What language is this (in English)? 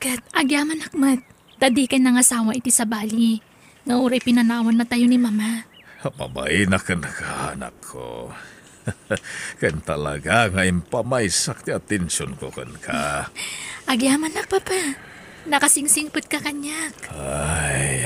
Iloko